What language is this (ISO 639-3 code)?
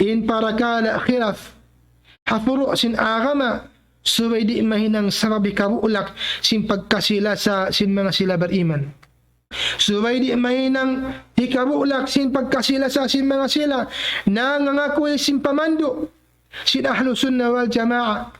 tsg